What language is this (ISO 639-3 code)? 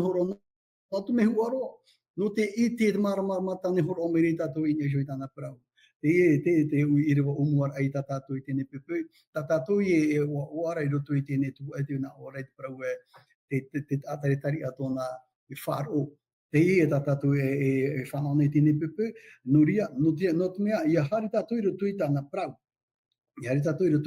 tah